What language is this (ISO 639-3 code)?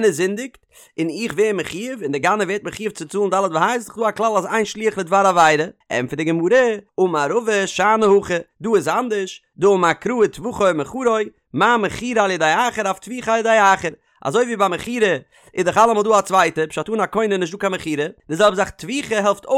yid